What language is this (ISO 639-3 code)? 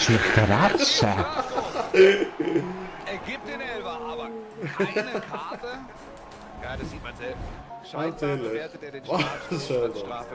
gsw